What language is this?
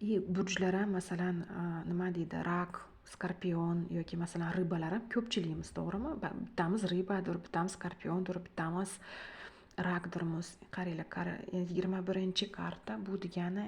Uzbek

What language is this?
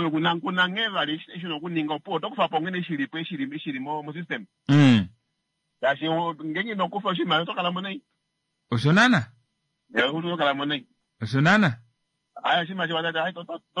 Kuanyama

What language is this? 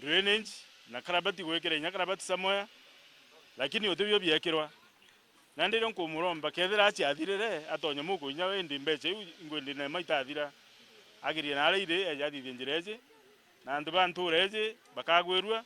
Meru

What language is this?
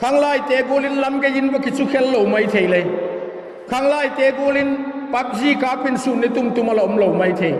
Vaiphei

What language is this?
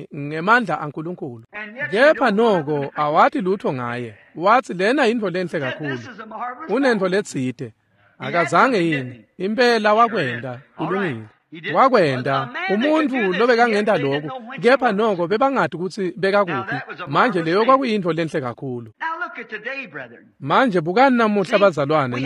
Swati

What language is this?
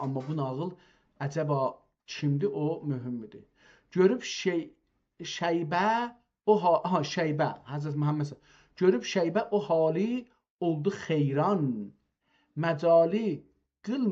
South Azerbaijani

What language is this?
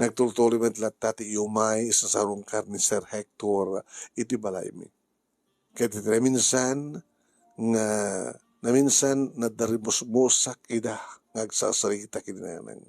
Iloko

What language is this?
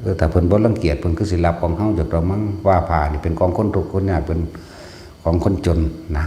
Northeastern Thai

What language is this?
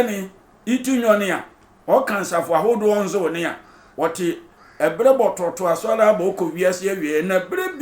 Sehwi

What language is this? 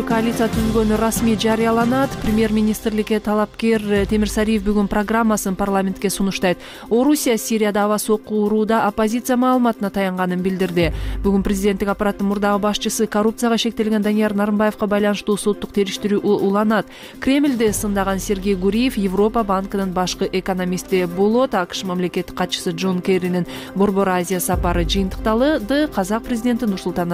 Kyrgyz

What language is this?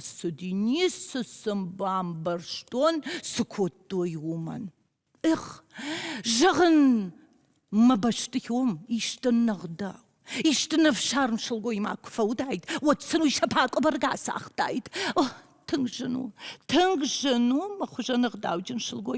Ossetic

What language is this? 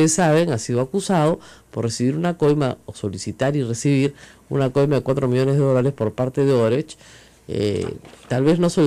Spanish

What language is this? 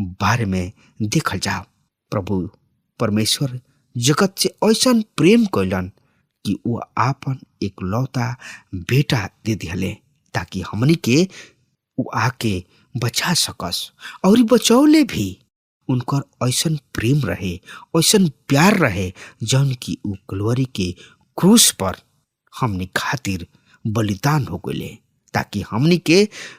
Bhojpuri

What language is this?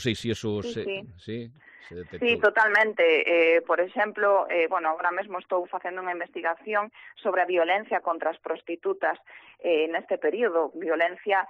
Galician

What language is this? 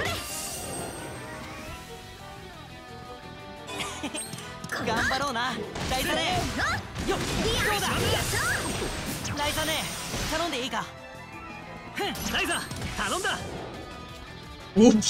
Japanese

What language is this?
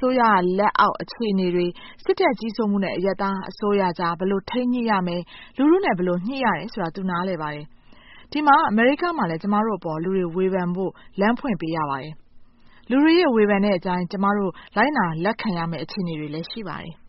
Burmese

